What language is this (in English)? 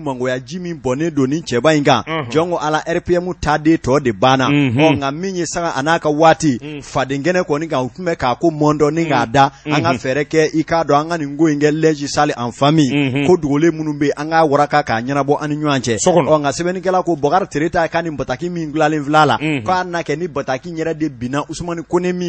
Bambara